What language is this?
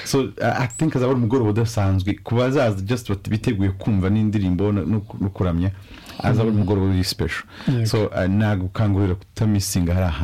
Kinyarwanda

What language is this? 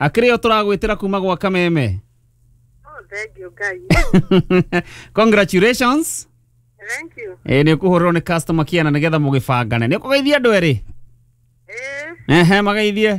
Kikuyu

